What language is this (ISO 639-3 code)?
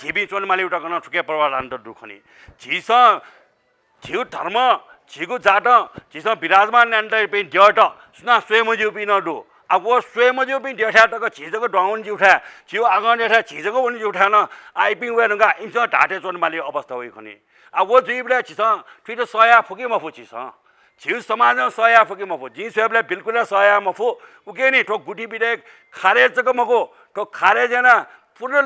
new